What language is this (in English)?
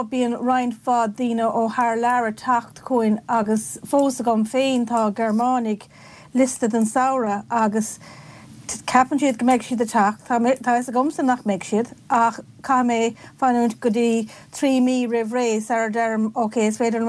Irish